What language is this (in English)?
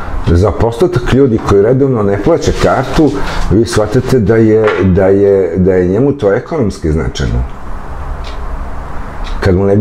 Serbian